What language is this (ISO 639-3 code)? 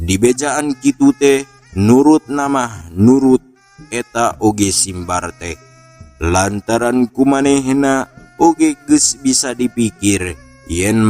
sun